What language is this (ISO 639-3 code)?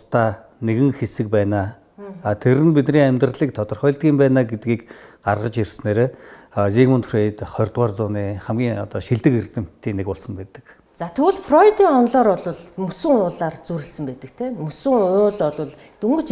mon